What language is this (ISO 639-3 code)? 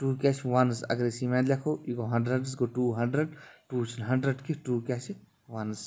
kas